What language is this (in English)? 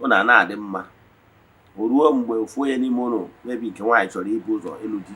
Igbo